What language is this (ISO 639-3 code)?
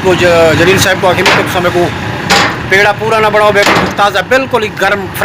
skr